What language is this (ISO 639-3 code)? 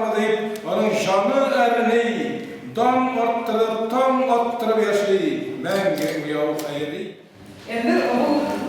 tat